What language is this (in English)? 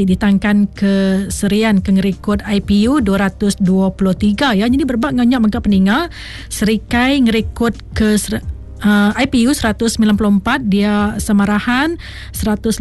Iban